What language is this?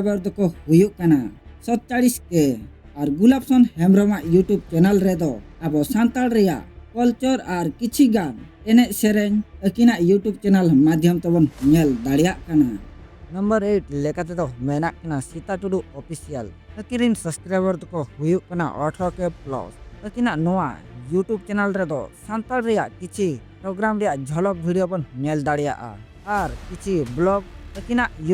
Santali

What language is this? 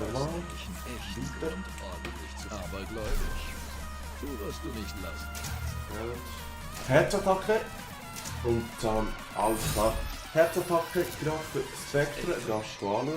Swiss German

